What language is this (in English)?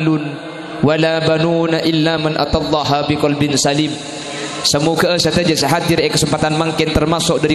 Madurese